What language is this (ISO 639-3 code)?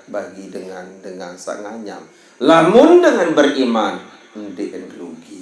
sas